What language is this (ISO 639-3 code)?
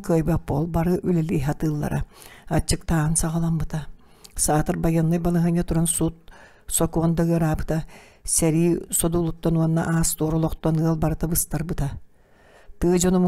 sah